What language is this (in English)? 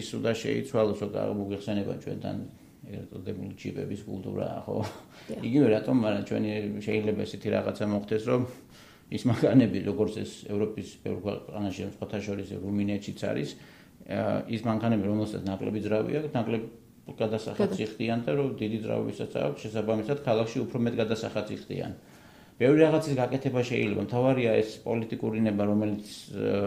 Georgian